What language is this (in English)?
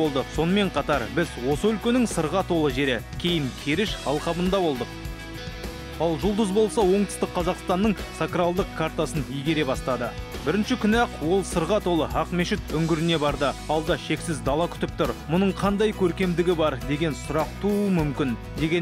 Kazakh